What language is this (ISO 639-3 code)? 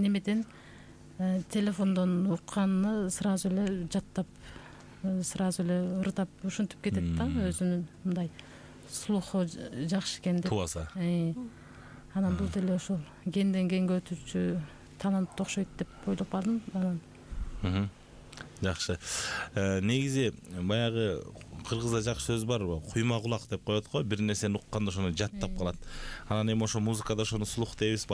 kir